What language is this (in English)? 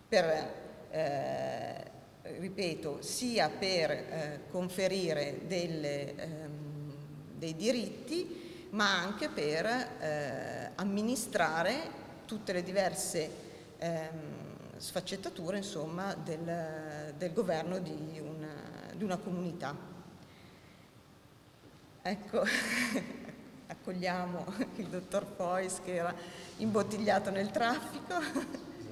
Italian